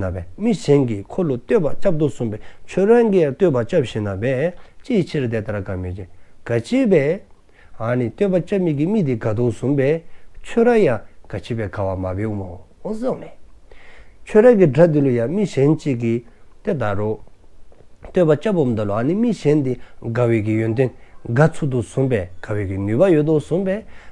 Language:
Dzongkha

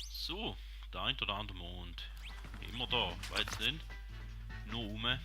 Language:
Swiss German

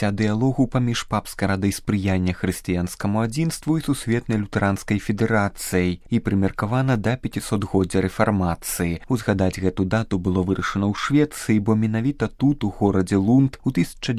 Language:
Belarusian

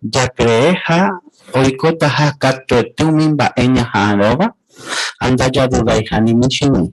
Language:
Guarani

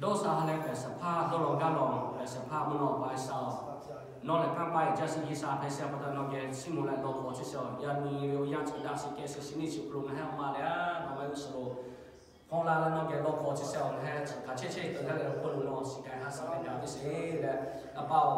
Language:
Lahu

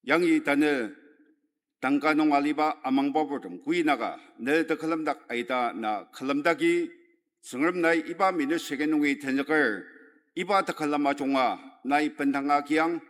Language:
Ao Naga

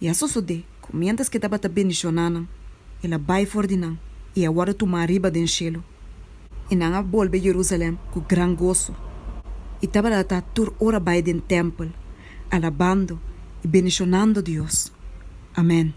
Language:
Papiamento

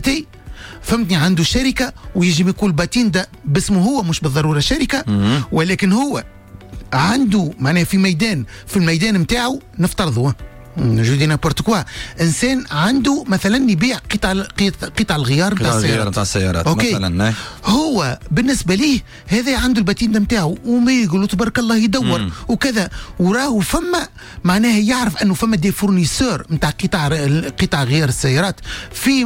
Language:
Tunisian Arabic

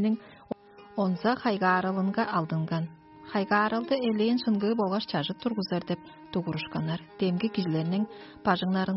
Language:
Tuvinian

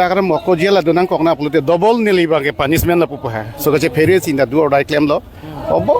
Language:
Karbi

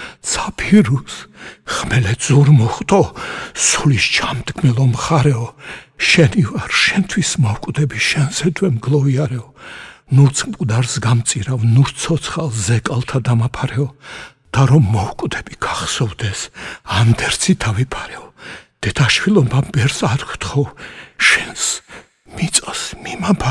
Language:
Georgian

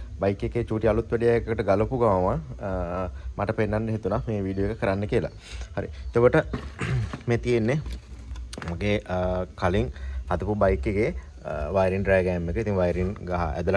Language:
Sinhala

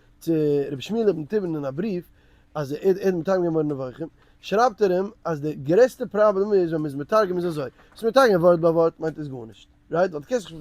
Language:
Yiddish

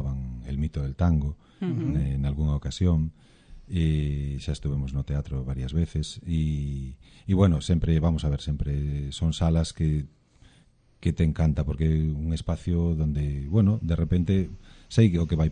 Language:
Galician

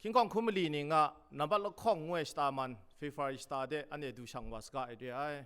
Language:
Kachin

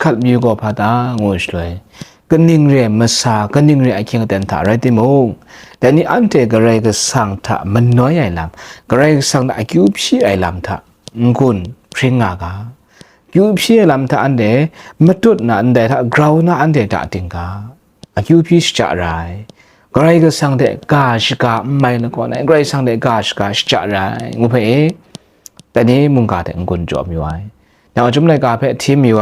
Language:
Kachin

